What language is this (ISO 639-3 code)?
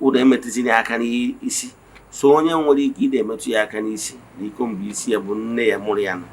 ibo